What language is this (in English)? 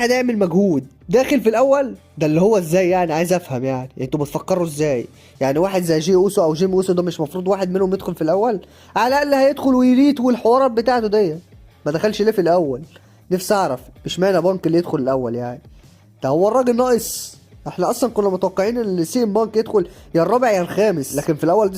Egyptian Arabic